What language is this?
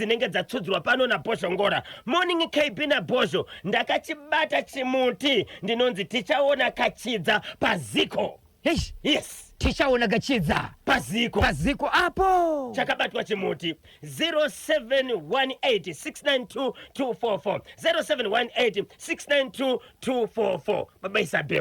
Shona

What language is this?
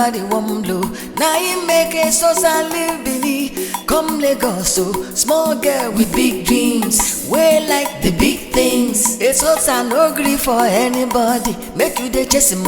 Nigerian Pidgin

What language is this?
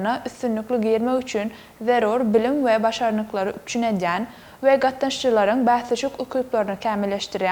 Turkmen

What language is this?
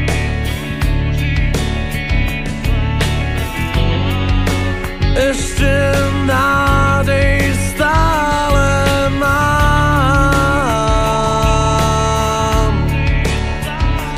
Slovak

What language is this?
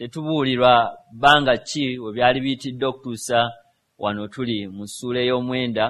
Ganda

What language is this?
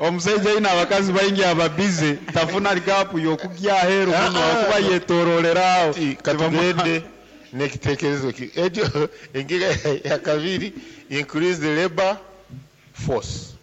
Nyankole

